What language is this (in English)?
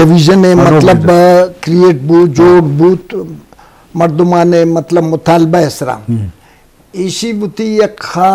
Eastern Balochi